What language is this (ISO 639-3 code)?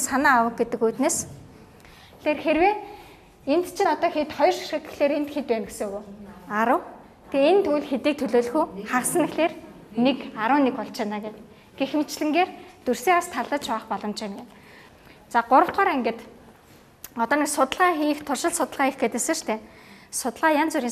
mon